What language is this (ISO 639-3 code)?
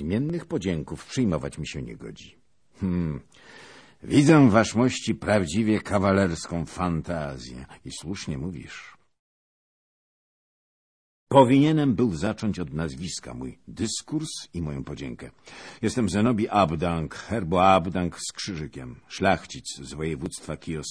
pol